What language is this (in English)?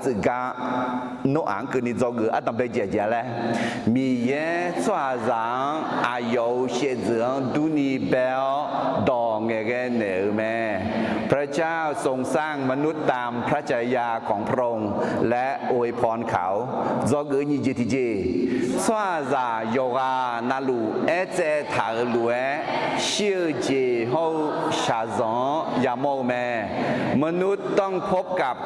Akha